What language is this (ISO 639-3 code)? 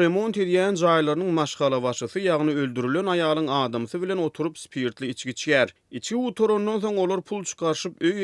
tuk